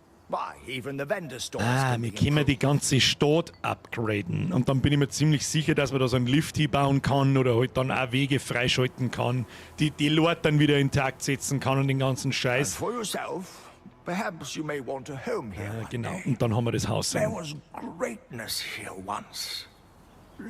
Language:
Bavarian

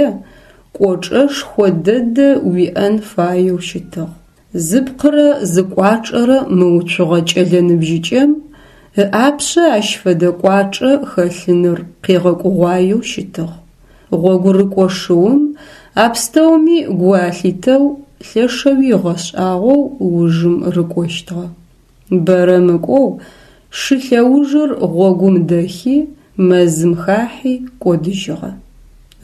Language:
Adyghe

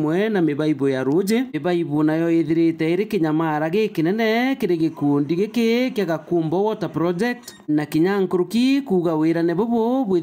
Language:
Meru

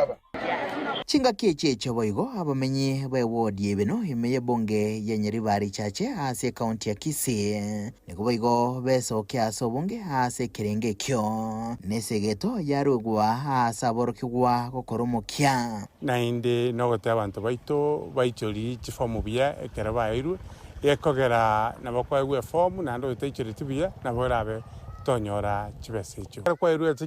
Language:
Gusii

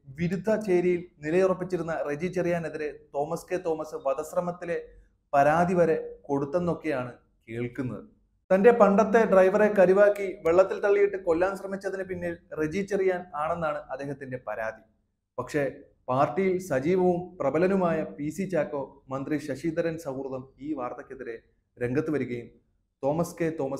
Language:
Malayalam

